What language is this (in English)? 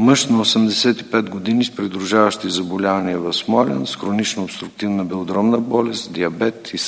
Bulgarian